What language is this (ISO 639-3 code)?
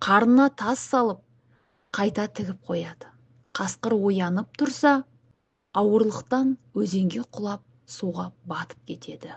kaz